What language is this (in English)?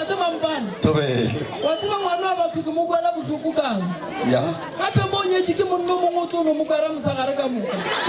Northern Sotho